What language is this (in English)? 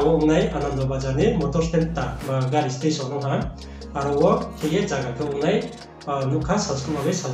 Riang (India)